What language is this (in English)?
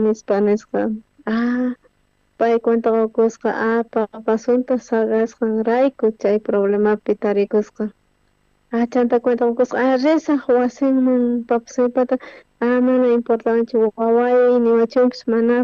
South Bolivian Quechua